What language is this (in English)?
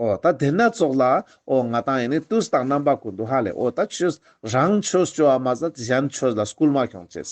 Ladakhi